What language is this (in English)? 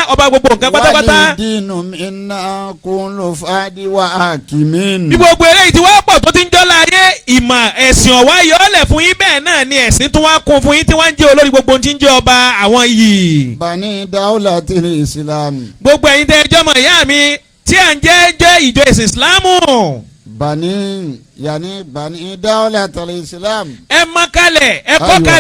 Yoruba